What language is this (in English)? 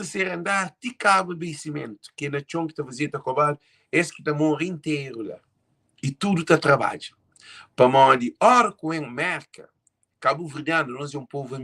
Kabuverdianu